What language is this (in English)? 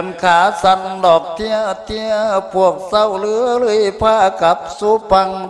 Lao